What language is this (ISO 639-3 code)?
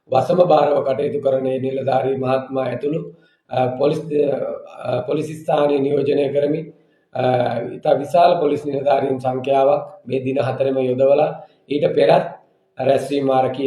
sin